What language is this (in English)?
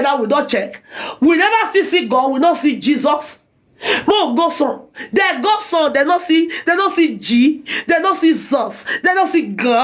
Nigerian Pidgin